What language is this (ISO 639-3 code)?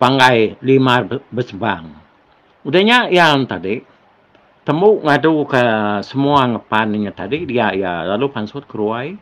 iba